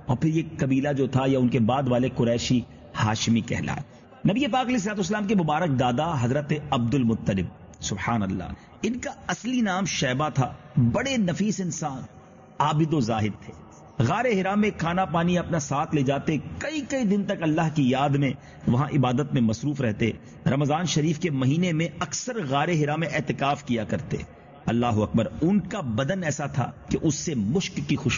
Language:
Urdu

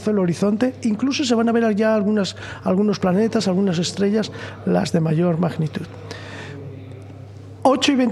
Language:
Spanish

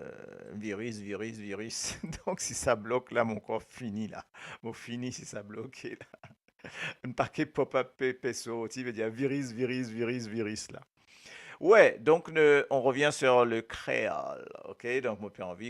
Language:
Morisyen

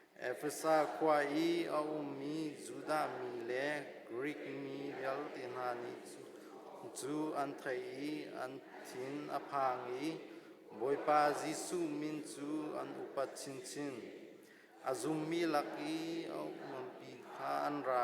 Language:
Hakha Chin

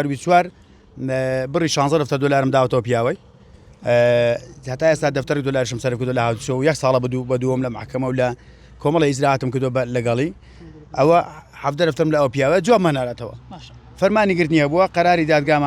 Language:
Central Kurdish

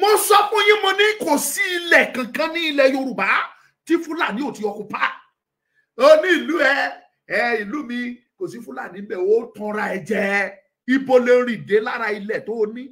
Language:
Yoruba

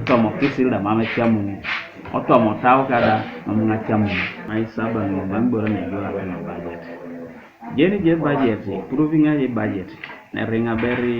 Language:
Teso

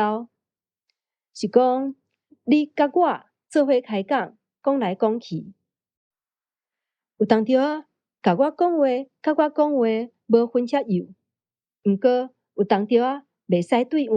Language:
Min Nan Chinese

